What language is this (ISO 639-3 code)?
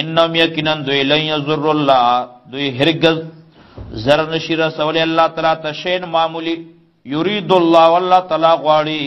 pus